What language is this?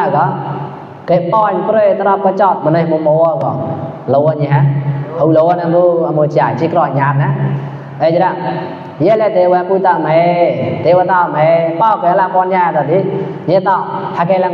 Mon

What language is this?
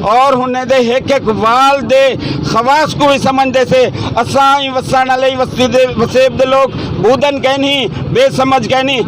Saraiki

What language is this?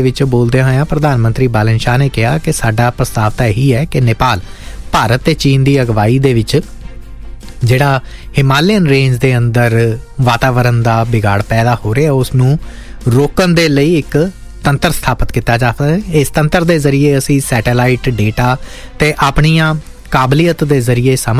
Punjabi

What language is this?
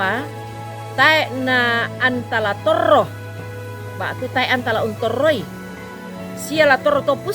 Toraja-Sa'dan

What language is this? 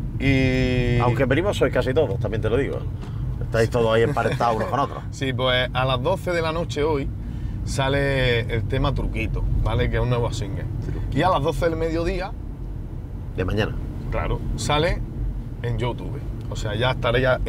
Spanish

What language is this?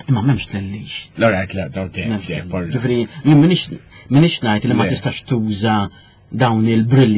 Maltese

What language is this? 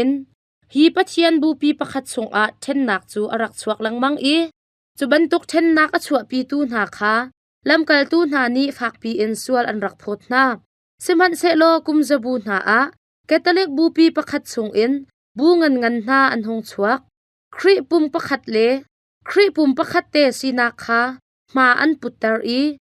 Hakha Chin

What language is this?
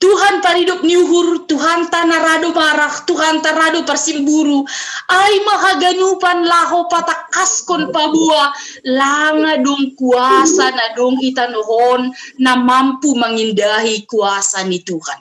Batak Simalungun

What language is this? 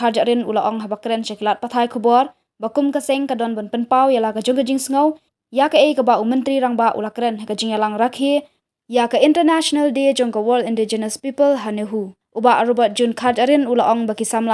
Khasi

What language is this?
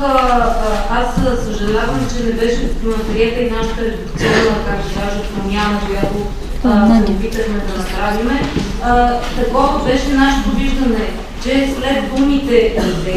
Bulgarian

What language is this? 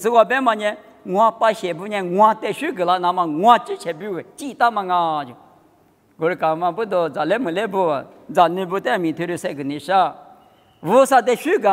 Lisu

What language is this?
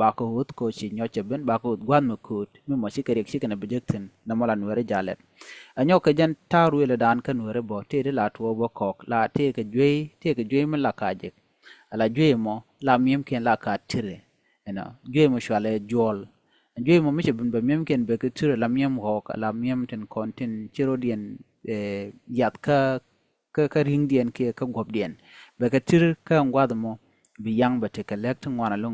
Nuer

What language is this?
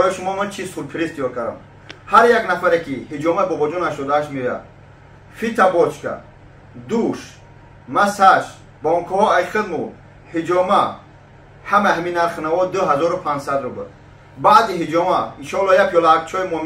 Tajik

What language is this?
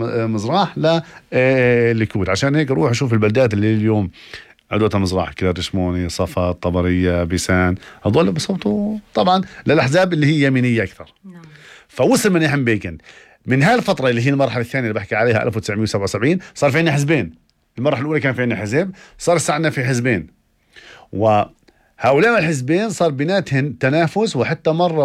North Levantine Arabic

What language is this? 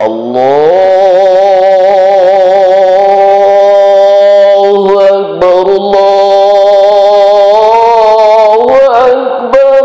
Minangkabau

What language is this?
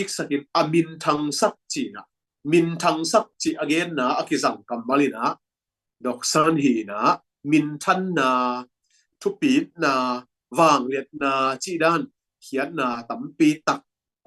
Tedim Chin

